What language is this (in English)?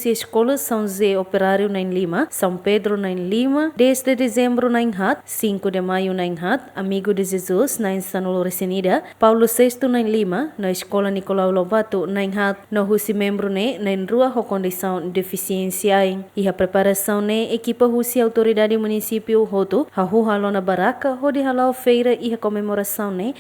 Tetum